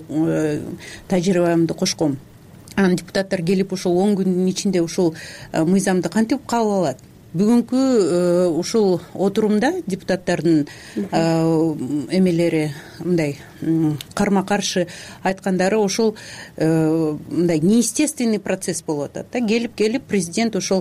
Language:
Kyrgyz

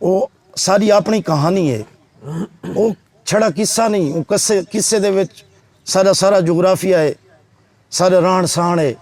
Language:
Saraiki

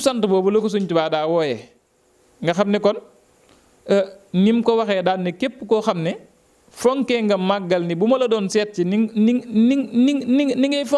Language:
Wolof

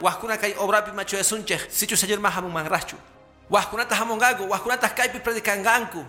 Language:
Quechua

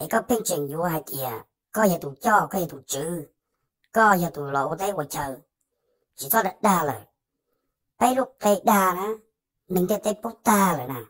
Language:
Hmong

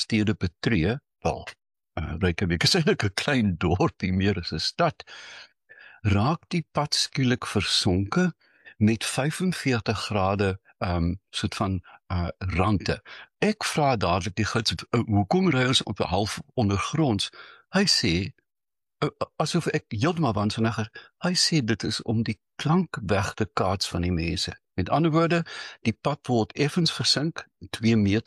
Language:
Afrikaans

